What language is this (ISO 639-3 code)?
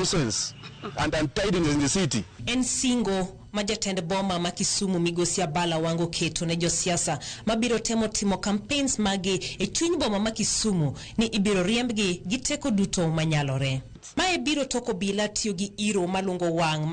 luo